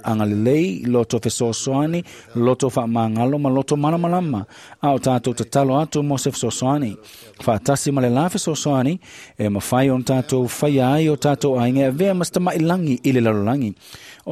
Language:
Samoan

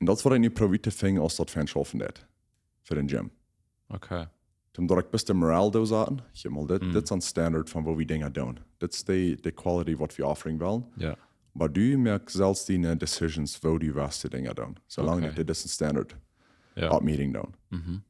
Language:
Plautdietsch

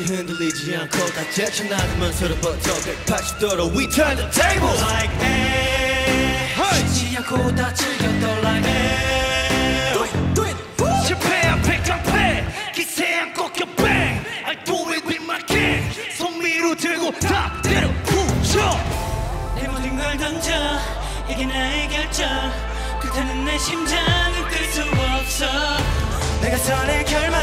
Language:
Korean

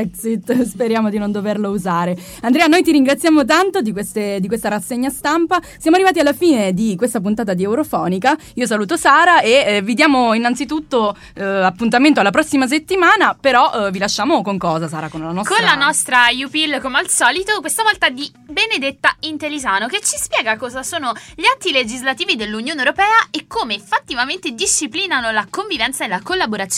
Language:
Italian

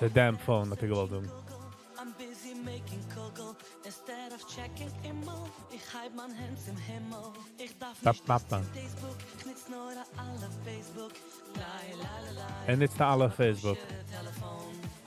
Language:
Yiddish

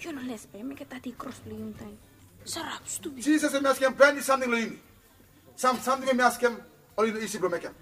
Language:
Bislama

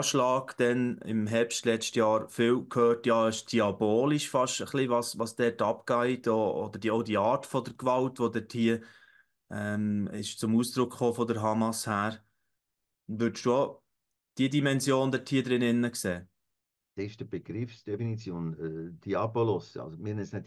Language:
Swiss German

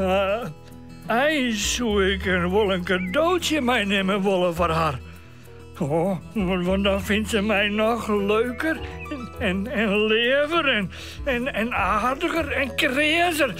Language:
Western Frisian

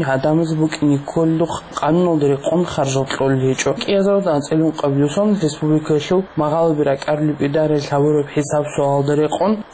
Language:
Avaric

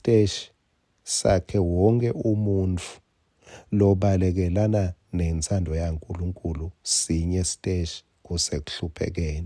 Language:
Swati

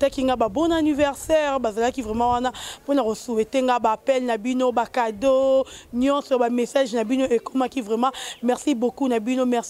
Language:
Lingala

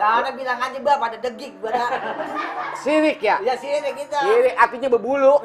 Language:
Betawi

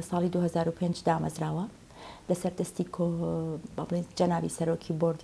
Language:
Central Kurdish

